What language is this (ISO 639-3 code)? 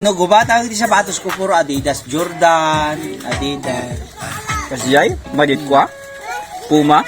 ilo